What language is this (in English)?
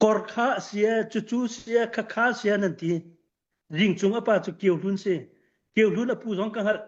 Falam Chin